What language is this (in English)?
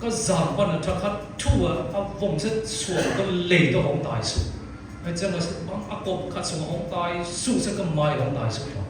Siyin Chin